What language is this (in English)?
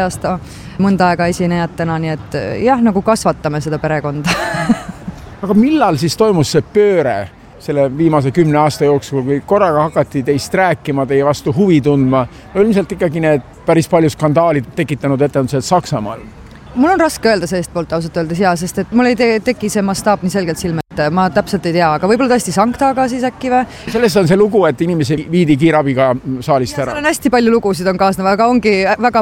Estonian